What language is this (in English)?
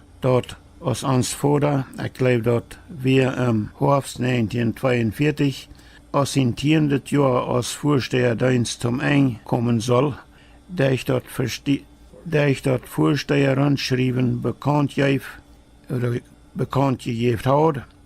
Plautdietsch